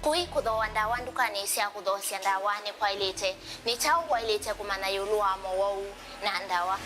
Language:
Kamba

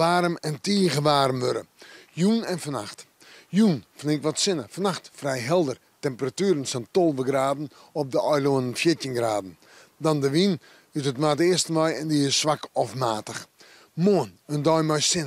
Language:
Western Frisian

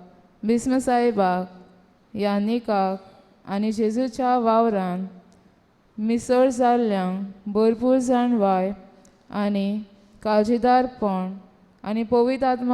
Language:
Konkani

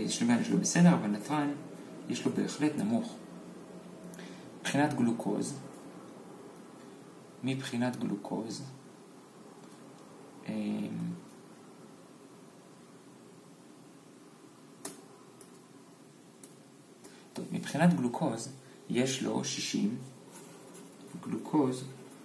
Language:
Hebrew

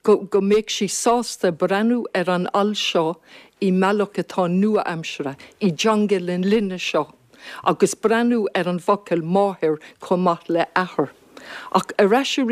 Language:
Irish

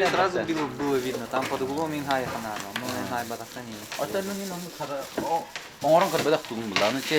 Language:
Yakut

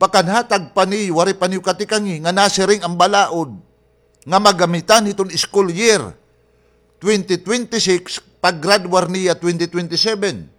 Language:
Waray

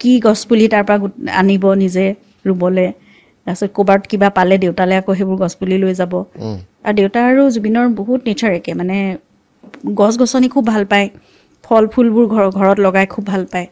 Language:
Assamese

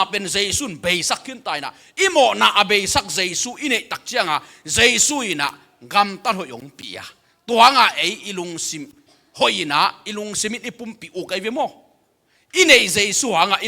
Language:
Tedim Chin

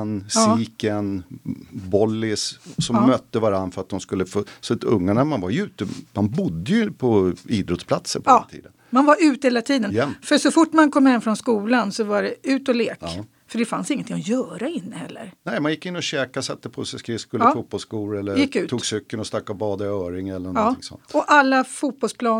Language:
Swedish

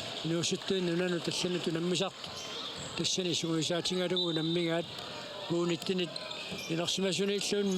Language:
Kalaallisut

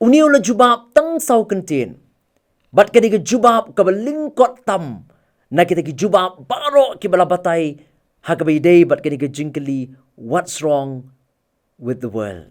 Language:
Khasi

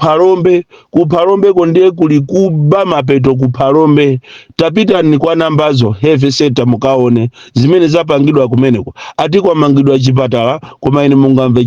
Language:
Nyanja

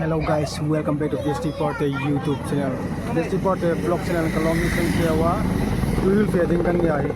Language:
Hmar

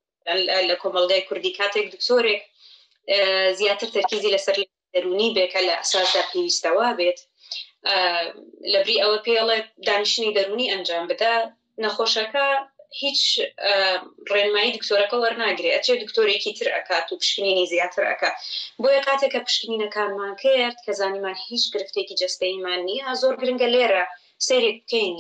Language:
Central Kurdish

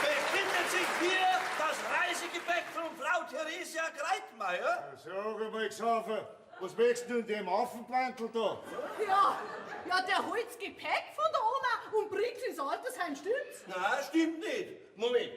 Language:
Bavarian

